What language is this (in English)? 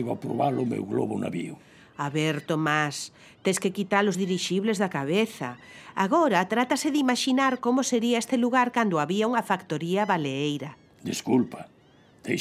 Galician